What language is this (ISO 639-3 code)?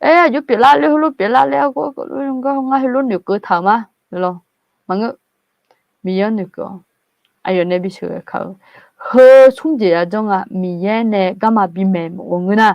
ahk